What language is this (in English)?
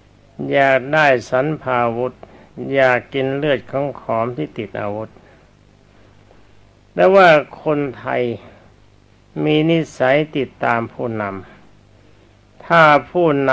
Thai